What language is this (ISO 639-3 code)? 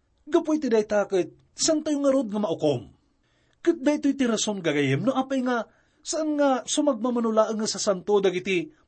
ilo